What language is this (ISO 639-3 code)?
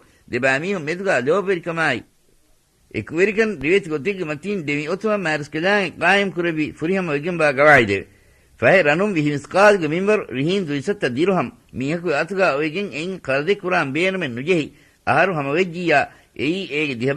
div